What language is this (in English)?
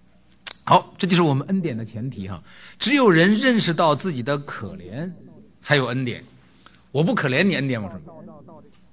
Chinese